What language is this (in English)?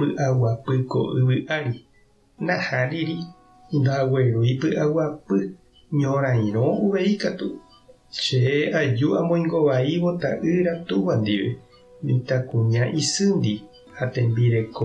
Guarani